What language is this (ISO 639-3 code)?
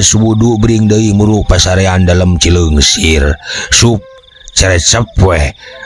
sun